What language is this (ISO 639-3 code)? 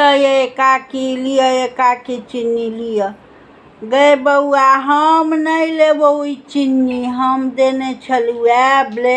mai